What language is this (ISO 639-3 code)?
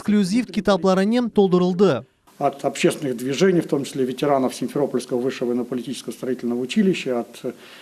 crh